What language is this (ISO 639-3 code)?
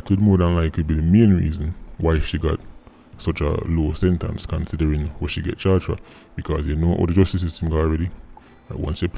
jam